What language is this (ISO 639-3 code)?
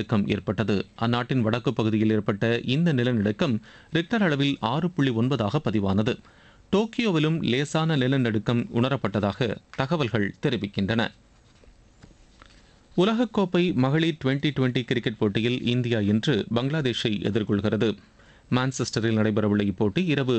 tam